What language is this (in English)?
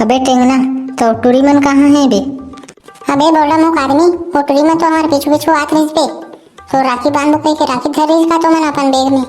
Chhattisgarhi